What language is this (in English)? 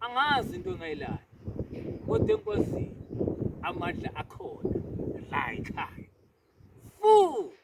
Zulu